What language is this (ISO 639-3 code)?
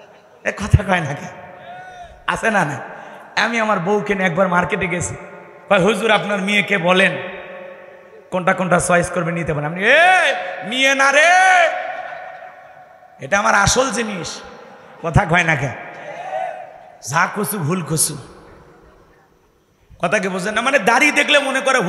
ben